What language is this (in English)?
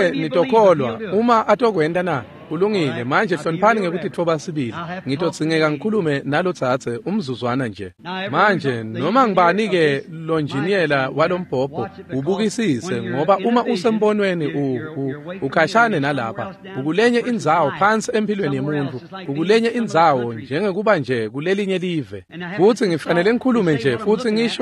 Swati